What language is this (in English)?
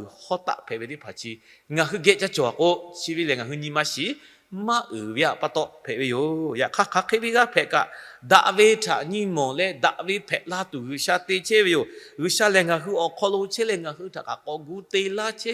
Lahu